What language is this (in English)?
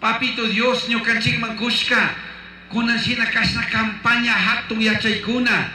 Chimborazo Highland Quichua